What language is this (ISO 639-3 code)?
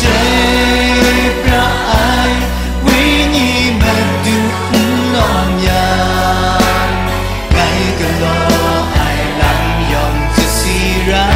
kac